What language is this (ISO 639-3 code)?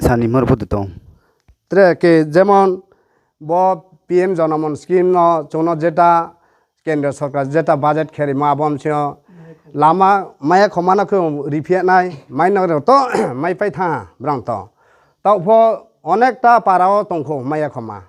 ria